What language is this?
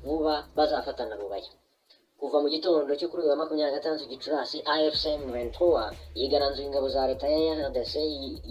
Kinyarwanda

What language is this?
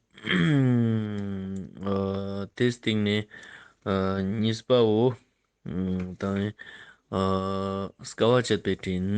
Ladakhi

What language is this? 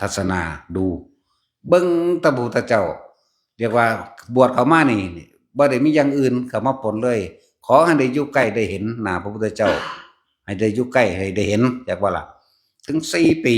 Northeastern Thai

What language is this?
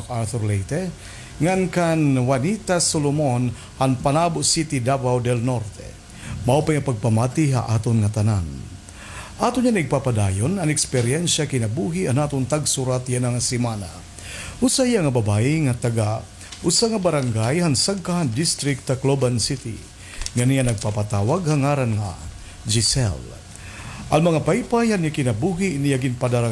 Waray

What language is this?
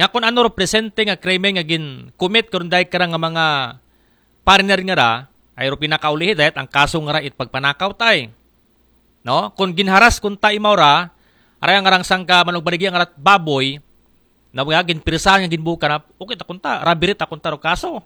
Aklanon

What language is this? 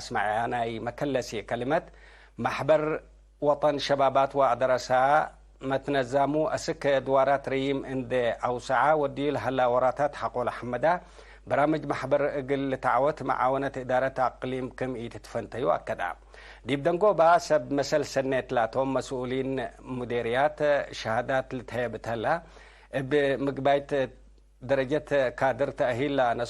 Tigre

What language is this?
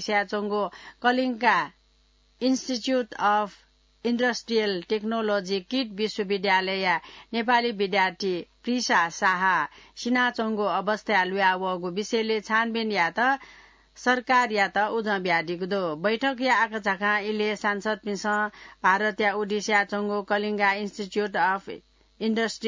Newari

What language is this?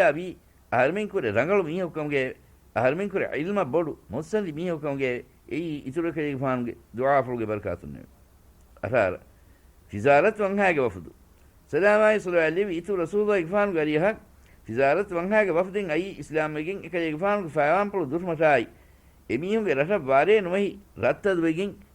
Divehi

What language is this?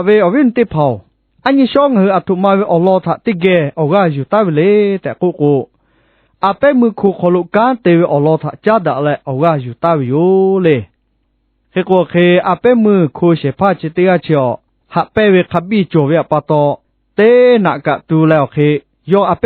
Lahu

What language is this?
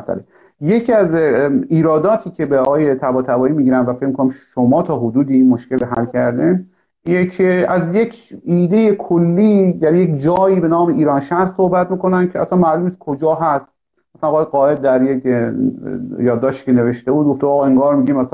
Persian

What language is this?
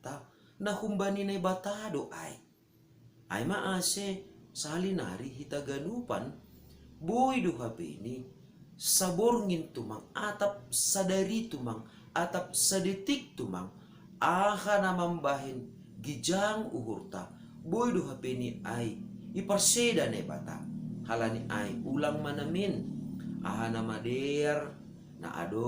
Batak Simalungun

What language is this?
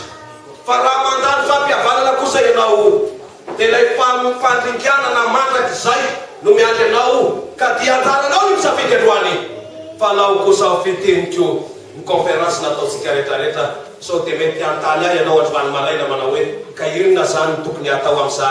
Malagasy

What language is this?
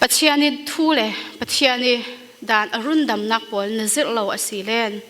Falam Chin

